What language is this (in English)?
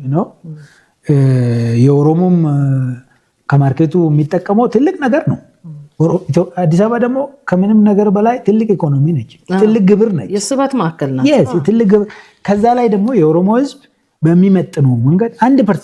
Amharic